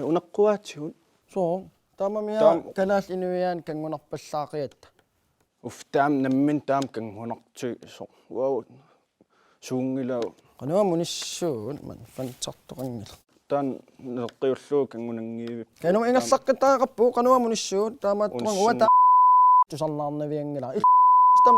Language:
Kalaallisut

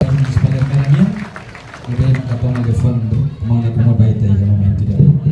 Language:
Tetum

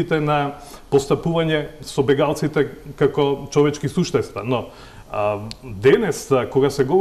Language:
Macedonian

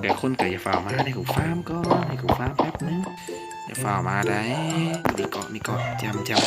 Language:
Lao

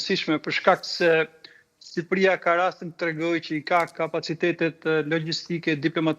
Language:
Albanian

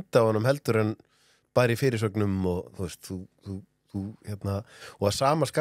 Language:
Icelandic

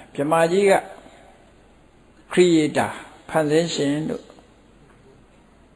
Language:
Burmese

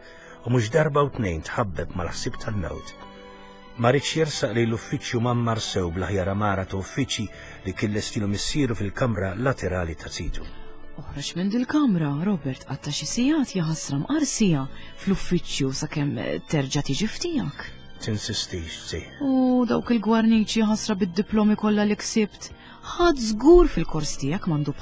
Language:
Maltese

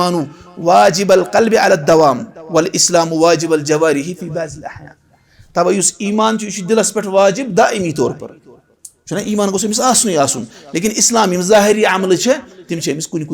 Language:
Kashmiri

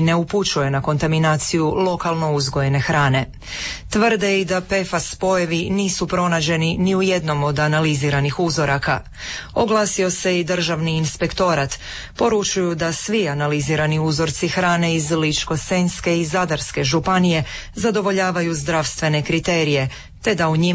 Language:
Croatian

